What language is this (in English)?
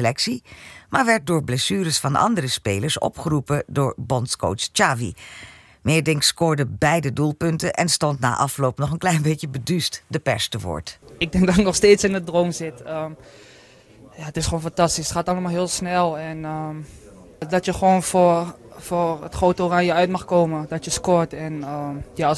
Dutch